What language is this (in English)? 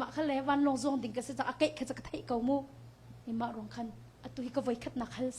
Hakha Chin